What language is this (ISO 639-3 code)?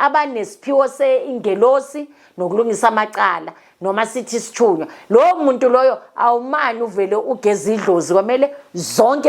zul